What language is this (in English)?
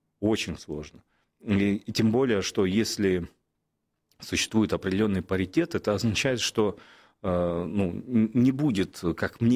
Russian